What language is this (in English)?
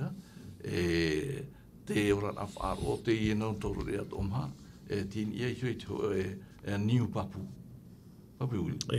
Tahitian